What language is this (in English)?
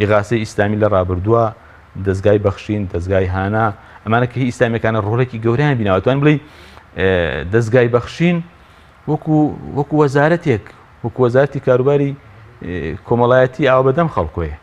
Central Kurdish